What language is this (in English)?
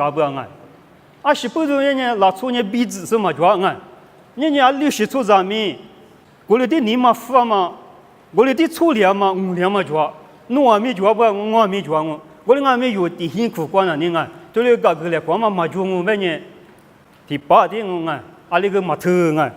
Lisu